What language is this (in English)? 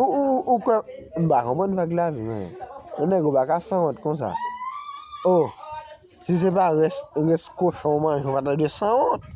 Haitian Creole